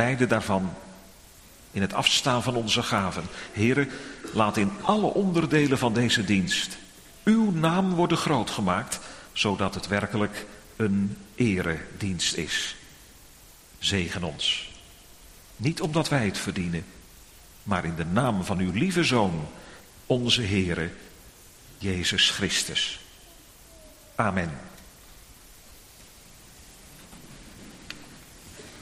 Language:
Dutch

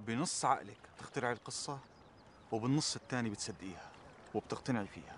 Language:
North Levantine Arabic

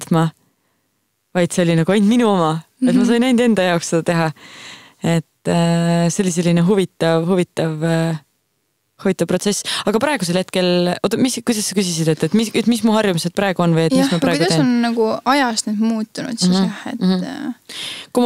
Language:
Estonian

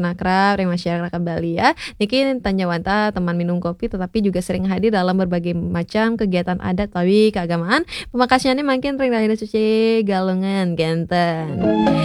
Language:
Balinese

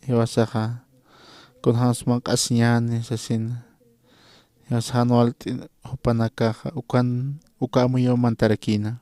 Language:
Aymara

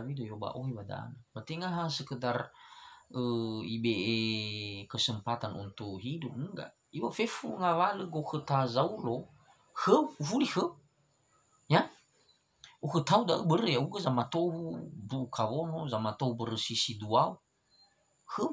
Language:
Nias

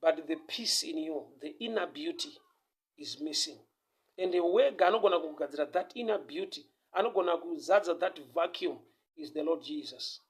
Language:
Shona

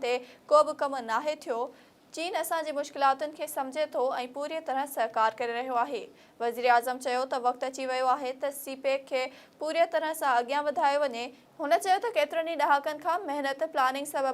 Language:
Sindhi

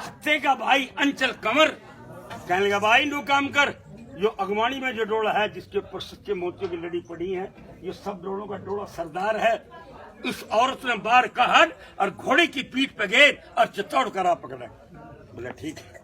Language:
Haryanvi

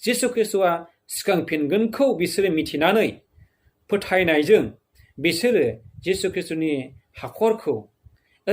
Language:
Bodo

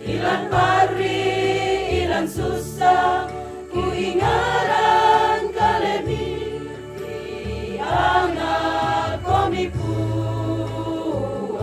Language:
Toraja-Sa'dan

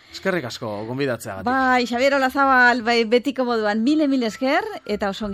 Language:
Basque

